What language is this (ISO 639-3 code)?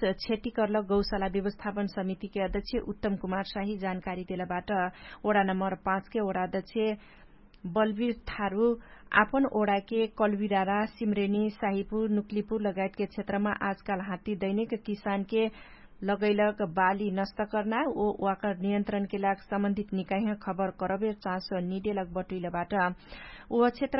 thl